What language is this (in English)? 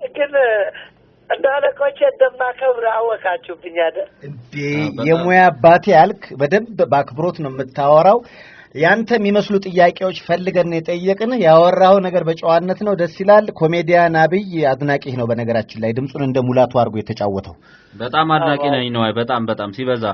Amharic